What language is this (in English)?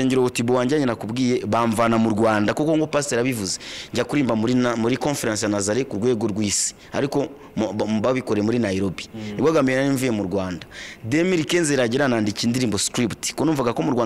Kinyarwanda